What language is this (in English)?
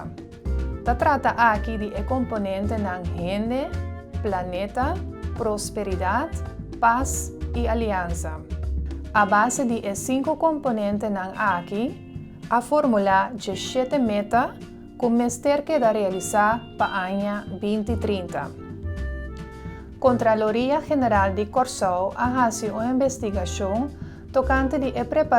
Papiamento